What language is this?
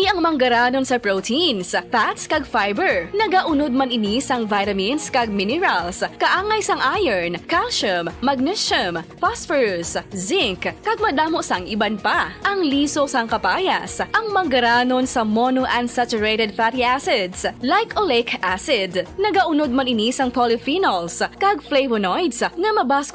Hiligaynon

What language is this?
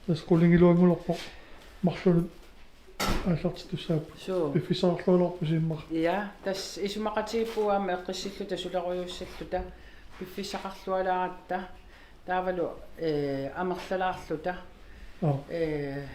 Kalaallisut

